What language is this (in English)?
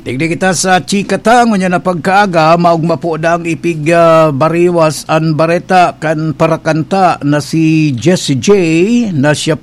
Bikol